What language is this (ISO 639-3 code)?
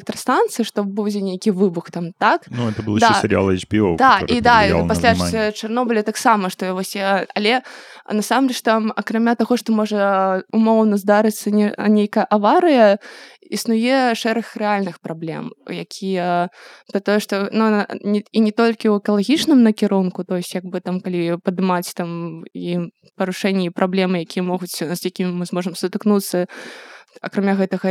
bel